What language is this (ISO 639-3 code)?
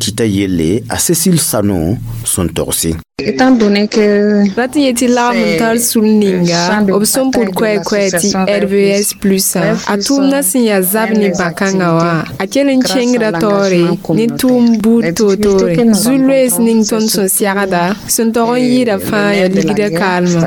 mos